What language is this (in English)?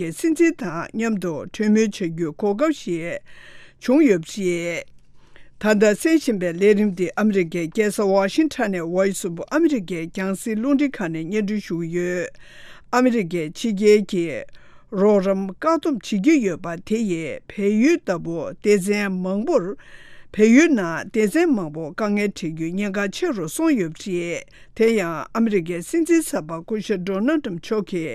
Tibetan